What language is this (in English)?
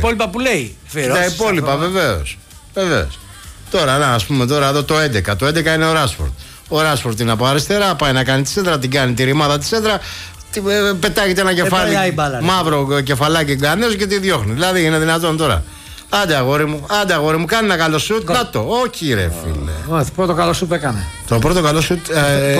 Greek